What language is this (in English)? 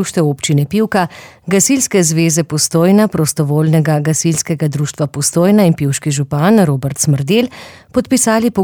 Slovenian